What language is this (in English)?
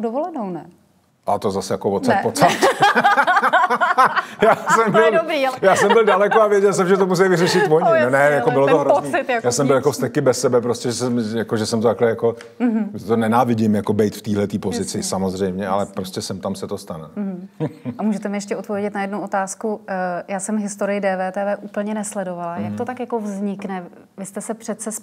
Czech